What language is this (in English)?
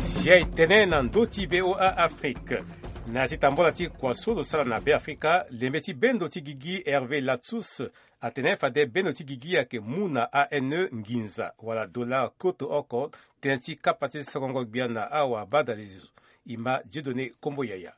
Sango